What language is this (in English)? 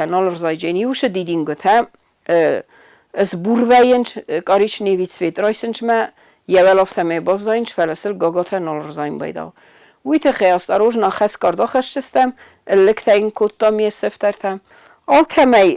Ossetic